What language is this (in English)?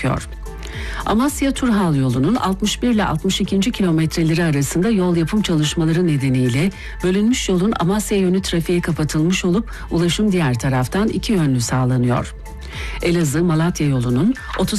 Turkish